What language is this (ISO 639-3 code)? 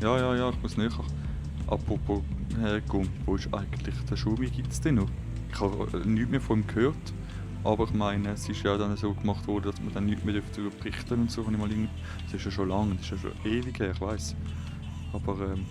gsw